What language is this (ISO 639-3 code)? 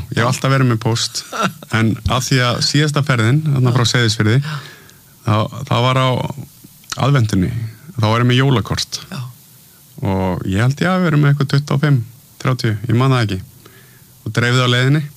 isl